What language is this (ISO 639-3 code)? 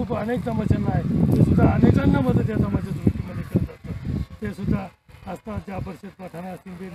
mar